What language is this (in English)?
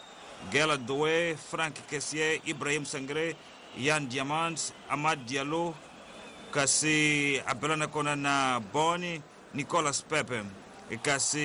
Tsonga